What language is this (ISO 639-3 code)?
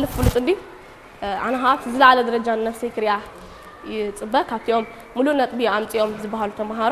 tir